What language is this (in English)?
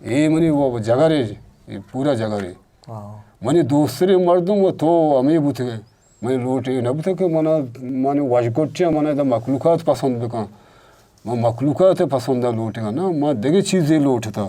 Eastern Balochi